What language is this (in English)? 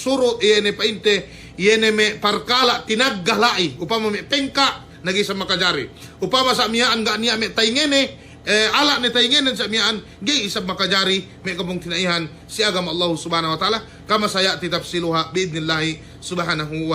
Yakan